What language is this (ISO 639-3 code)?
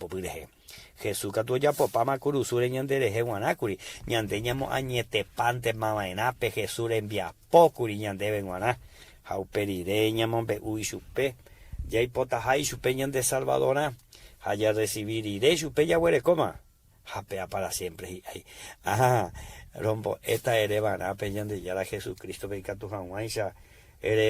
grn